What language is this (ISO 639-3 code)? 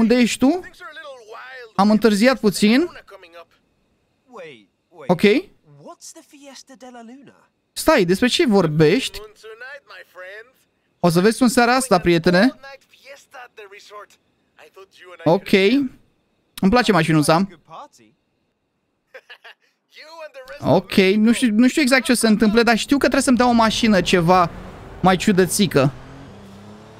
ron